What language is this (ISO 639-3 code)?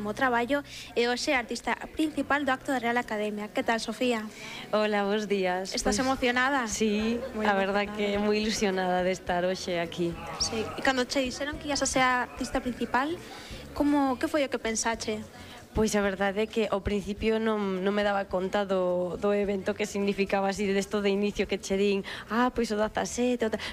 glg